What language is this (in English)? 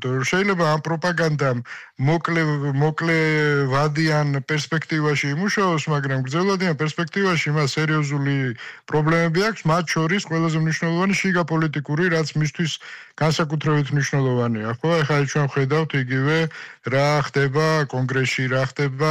Georgian